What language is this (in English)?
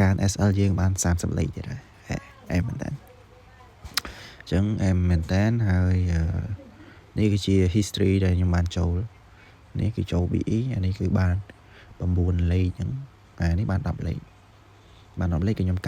Khmer